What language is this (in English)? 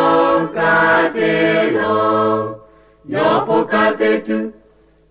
Lahu